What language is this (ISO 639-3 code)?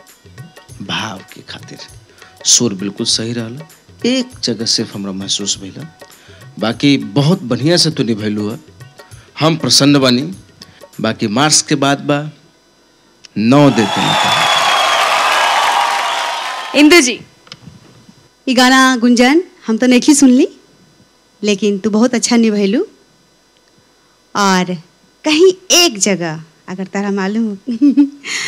bho